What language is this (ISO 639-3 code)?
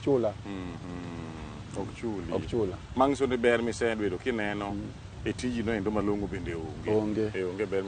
luo